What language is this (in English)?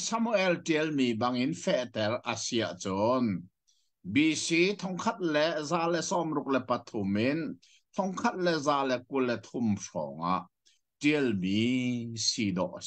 Hakha Chin